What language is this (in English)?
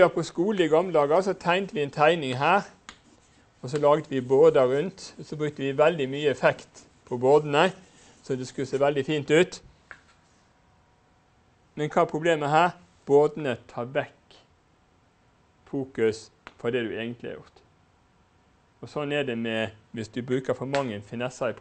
Norwegian